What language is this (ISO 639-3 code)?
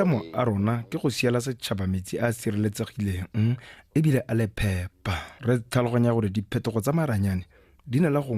tsn